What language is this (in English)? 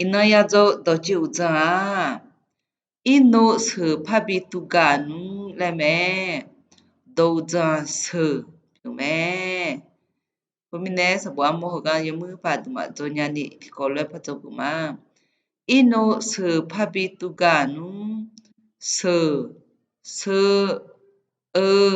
Akha